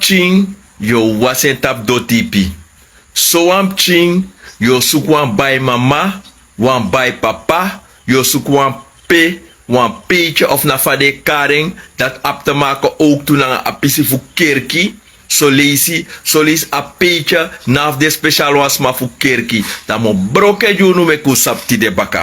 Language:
Sranan Tongo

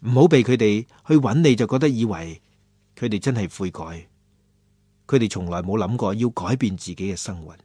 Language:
Cantonese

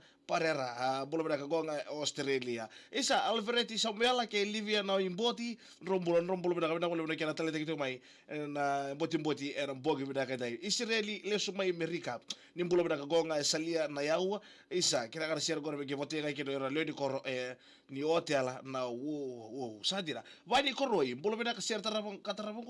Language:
Fijian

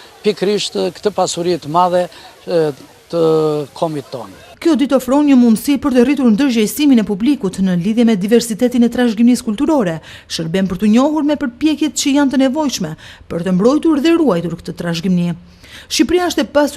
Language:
Albanian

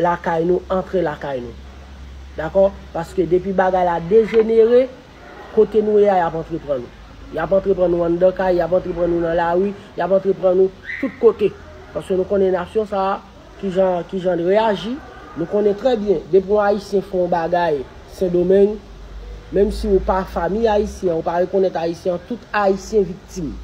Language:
Haitian Creole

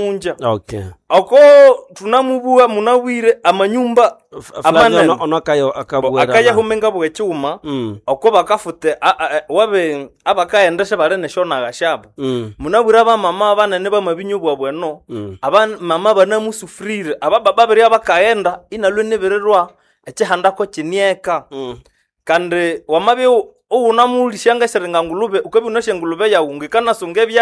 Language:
Nande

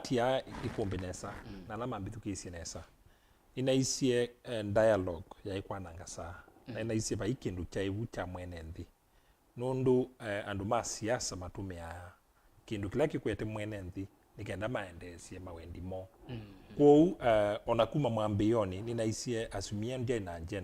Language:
Kamba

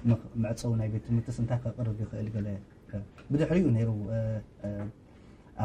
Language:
Tigrinya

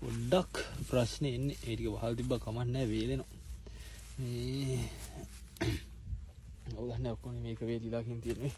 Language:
Sinhala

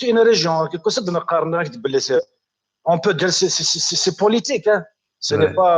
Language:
Kabyle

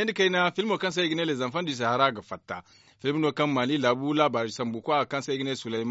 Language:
Zarma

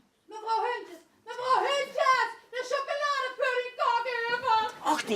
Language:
Limburgish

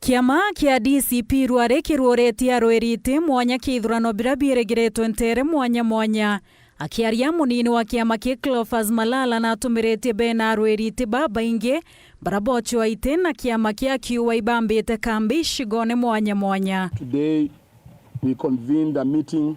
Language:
Meru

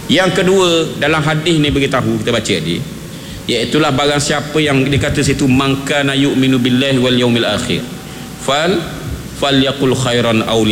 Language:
Malay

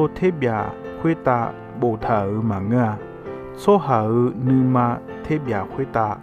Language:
Akha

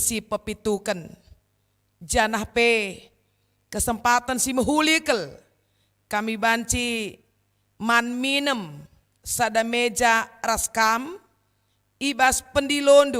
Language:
Batak Karo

